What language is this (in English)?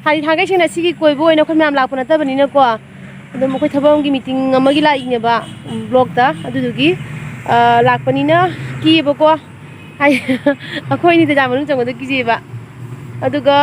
Manipuri